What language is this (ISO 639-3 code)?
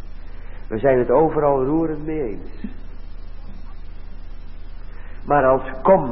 nld